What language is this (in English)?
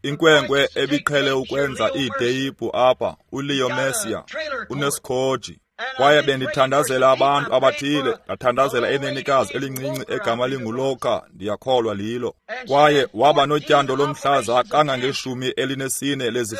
Xhosa